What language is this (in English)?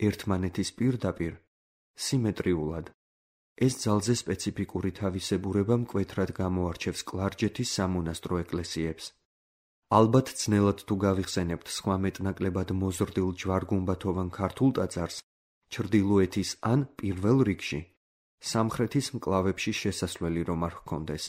Georgian